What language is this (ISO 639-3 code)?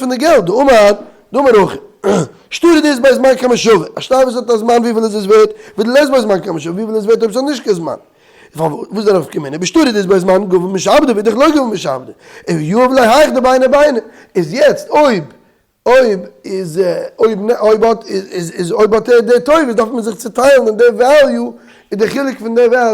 yid